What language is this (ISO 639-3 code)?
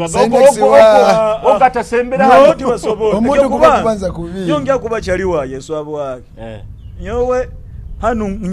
nyo